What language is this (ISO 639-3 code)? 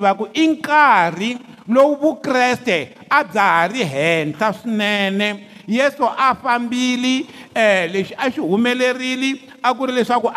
tso